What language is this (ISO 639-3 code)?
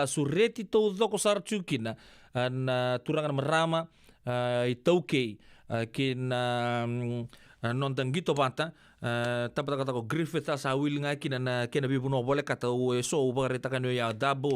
fij